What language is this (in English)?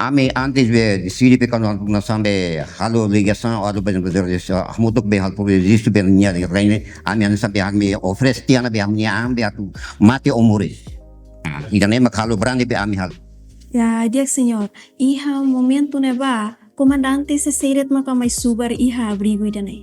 Tetum